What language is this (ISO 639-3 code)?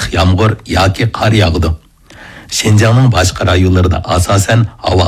uig